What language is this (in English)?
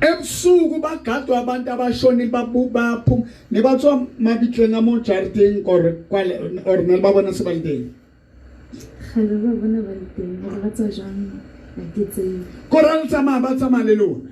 Southern Sotho